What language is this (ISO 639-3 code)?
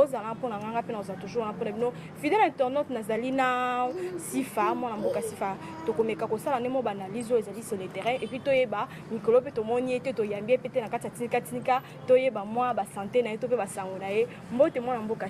lin